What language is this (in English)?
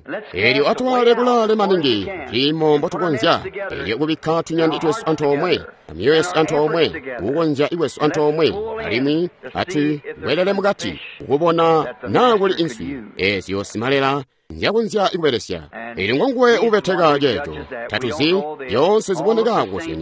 Tonga (Zambia)